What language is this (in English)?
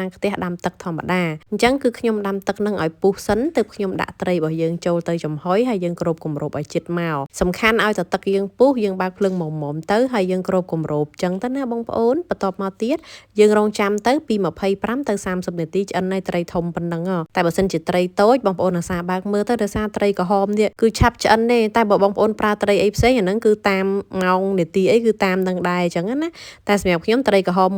Khmer